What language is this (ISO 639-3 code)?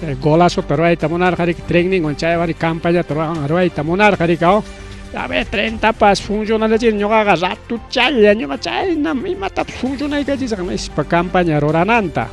quy